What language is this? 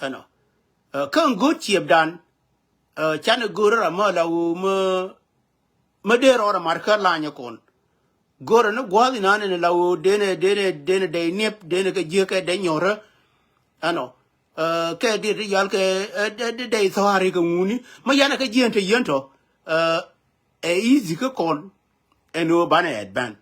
Nuer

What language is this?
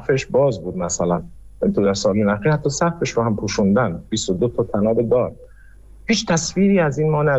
Persian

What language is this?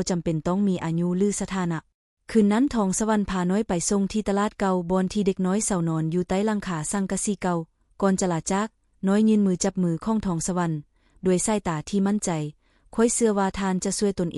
Lao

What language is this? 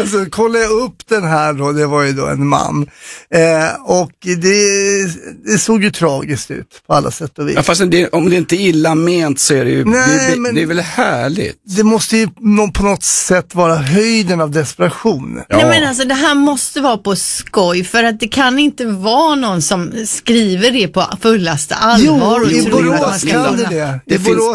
Swedish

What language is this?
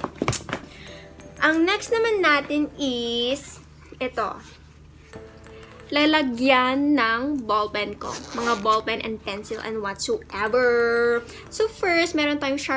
Filipino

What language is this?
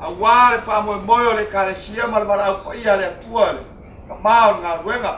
Samoan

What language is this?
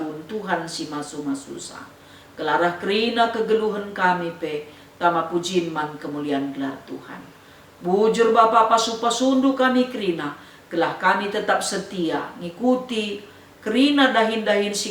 Batak Karo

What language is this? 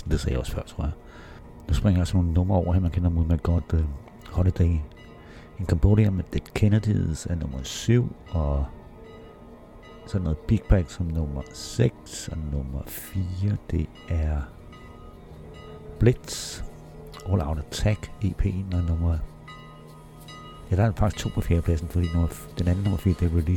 Danish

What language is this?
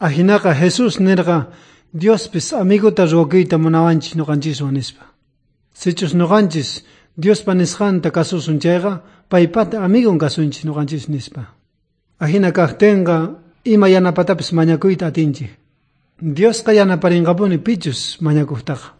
South Bolivian Quechua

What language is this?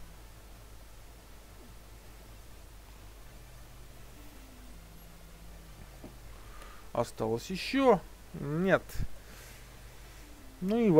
Russian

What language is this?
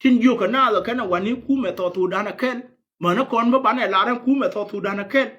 Nuer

